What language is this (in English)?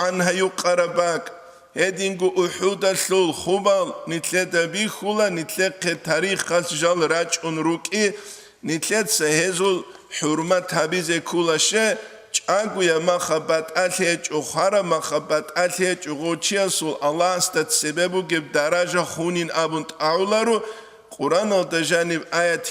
Avaric